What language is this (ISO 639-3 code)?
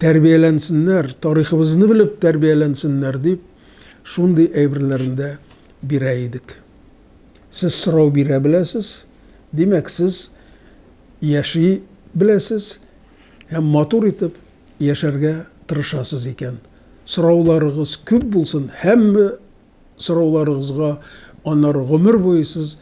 tat